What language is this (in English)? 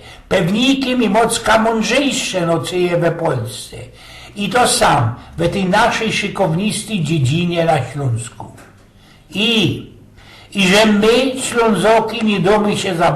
Silesian